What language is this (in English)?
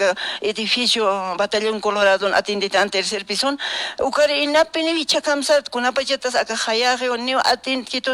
Aymara